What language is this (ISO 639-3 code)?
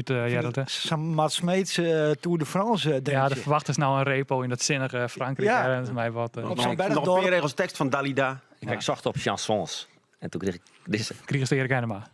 fry